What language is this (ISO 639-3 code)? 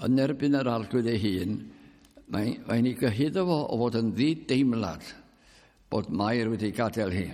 cym